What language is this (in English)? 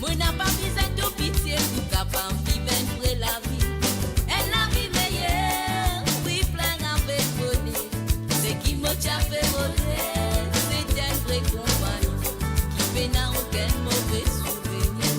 Morisyen